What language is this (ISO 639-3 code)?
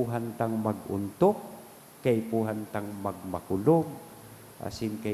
bik